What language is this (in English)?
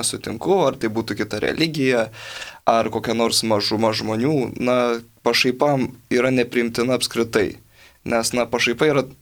Lithuanian